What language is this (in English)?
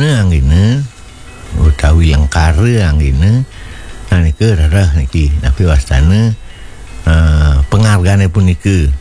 Balinese